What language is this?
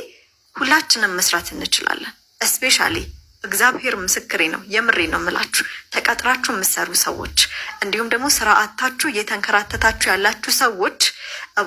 Amharic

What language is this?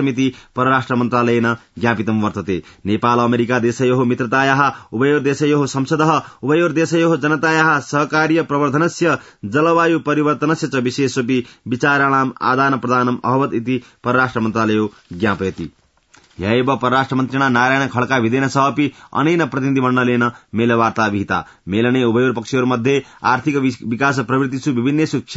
Sanskrit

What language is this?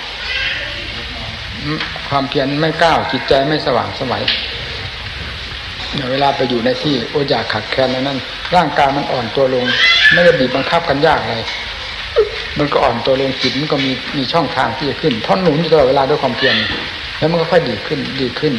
Thai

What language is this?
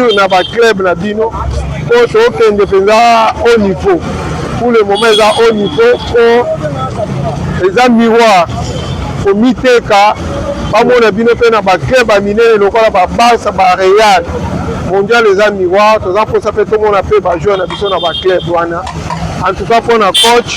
Lingala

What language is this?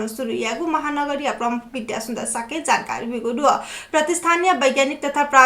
Newari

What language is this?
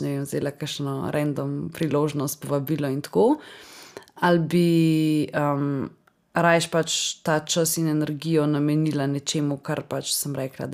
Slovenian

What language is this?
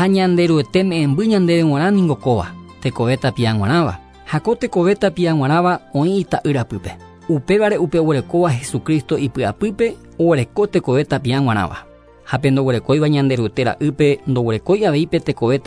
Guarani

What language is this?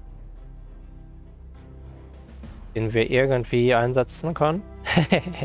German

